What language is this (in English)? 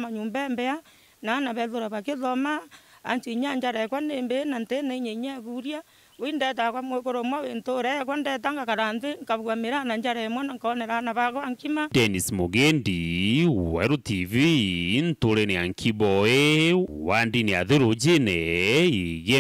Meru